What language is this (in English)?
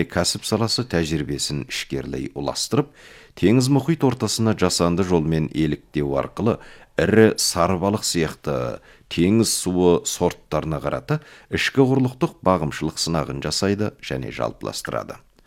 Kazakh